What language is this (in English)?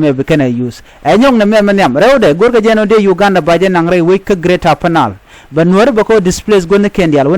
Nuer